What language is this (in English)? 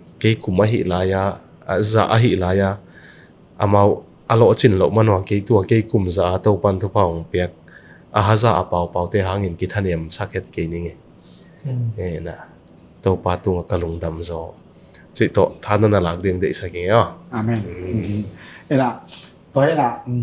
Tedim Chin